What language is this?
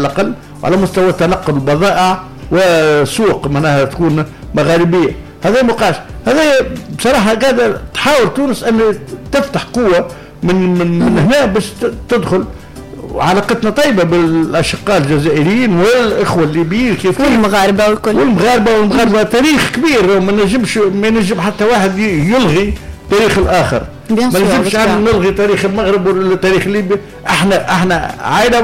Tunisian Arabic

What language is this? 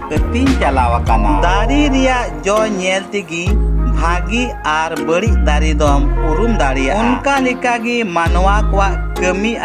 Santali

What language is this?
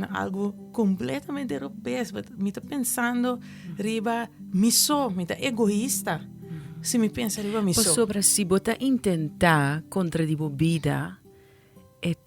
Papiamento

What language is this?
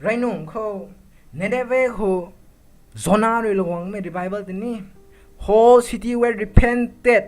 Rongmei Naga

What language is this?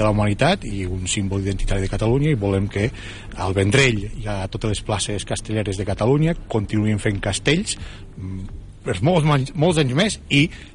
Catalan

